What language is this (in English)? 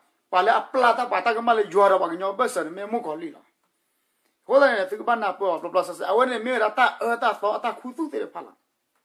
S'gaw Karen